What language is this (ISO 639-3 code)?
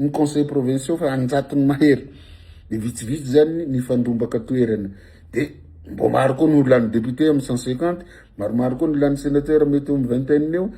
mlg